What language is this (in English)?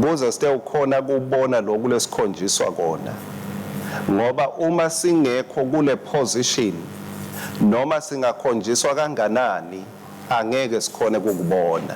Swati